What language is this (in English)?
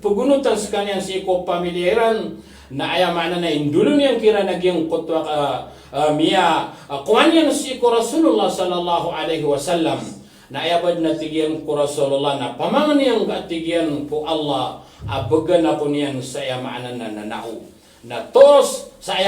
Maranao